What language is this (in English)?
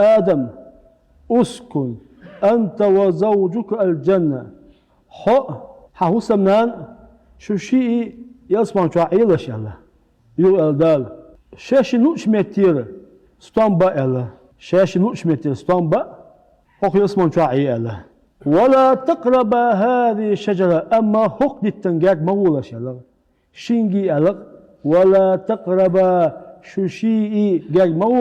Chechen